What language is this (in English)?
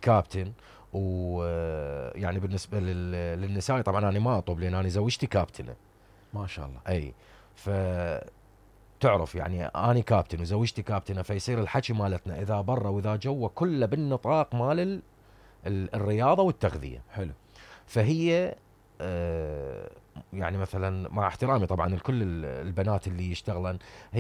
Mesopotamian Arabic